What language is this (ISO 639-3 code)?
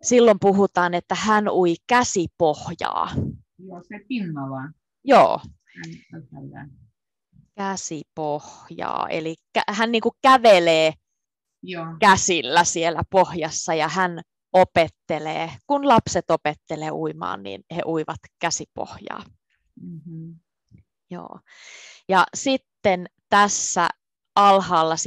fin